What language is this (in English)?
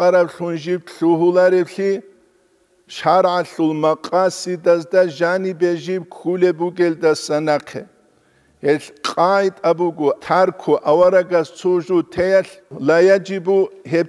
Avaric